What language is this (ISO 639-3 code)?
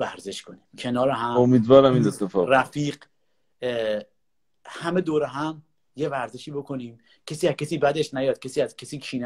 fas